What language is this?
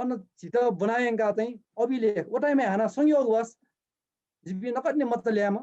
Newari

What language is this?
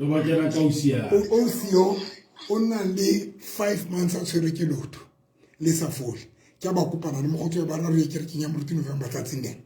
Southern Sotho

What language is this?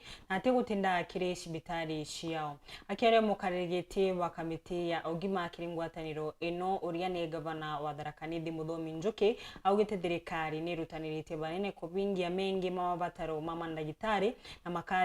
Meru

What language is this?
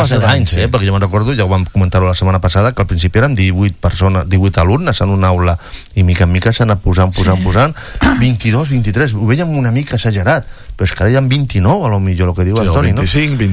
Catalan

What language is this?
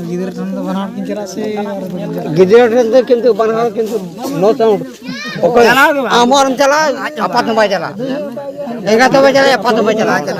Santali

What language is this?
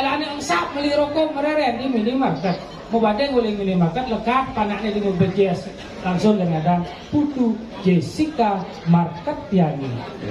Balinese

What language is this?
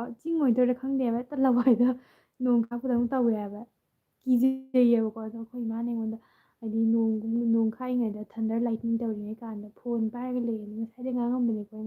Manipuri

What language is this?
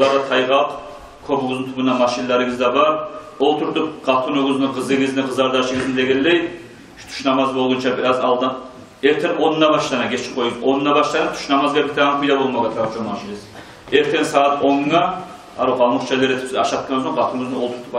Kumyk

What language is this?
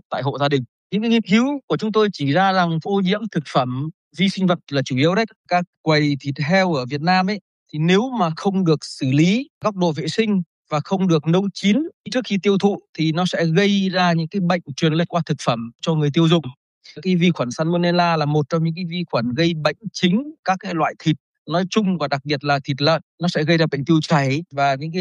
Vietnamese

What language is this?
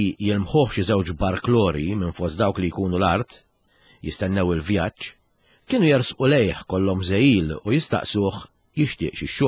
Maltese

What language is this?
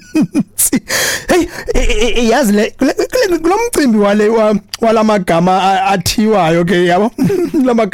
Xhosa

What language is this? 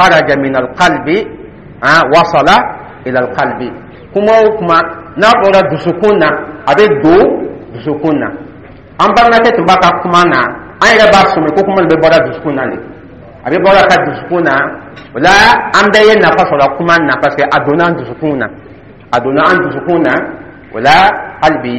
Dyula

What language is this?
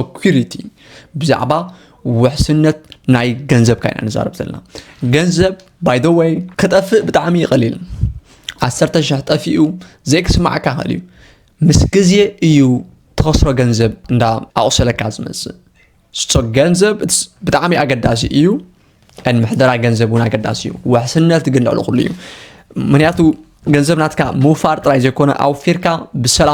Tigrinya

